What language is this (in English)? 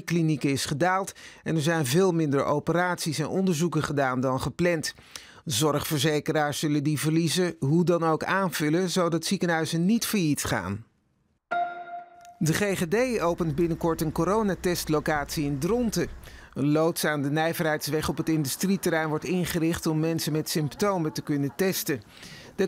Dutch